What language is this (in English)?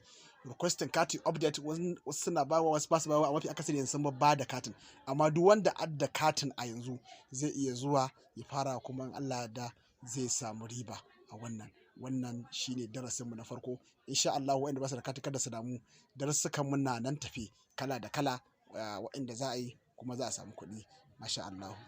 Hausa